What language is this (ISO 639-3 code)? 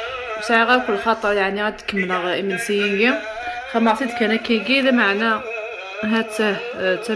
kab